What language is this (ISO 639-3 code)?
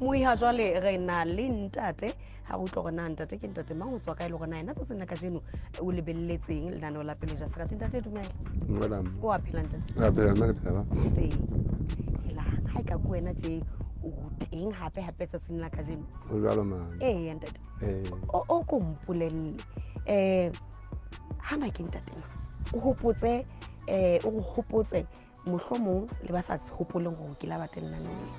sot